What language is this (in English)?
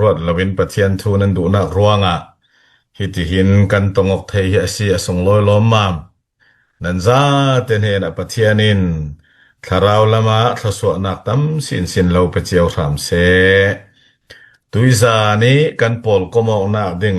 Falam Chin